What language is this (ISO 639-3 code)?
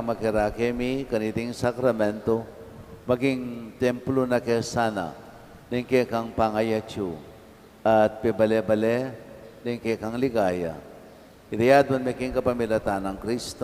pam